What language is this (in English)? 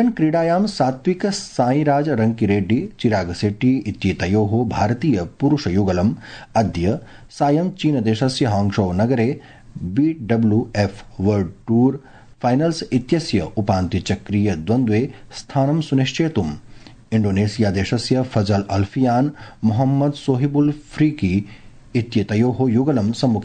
Sanskrit